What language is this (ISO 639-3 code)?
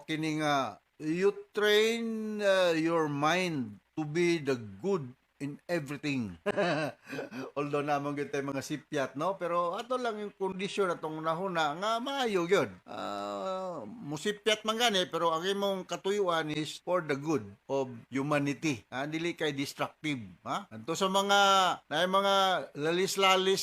ceb